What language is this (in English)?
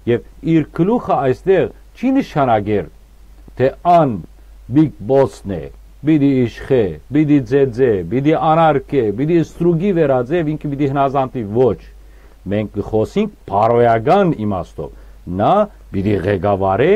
Western Armenian